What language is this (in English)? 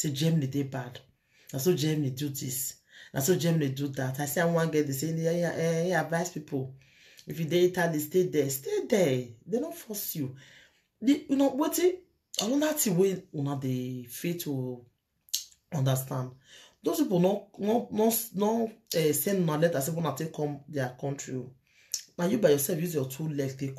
Nigerian Pidgin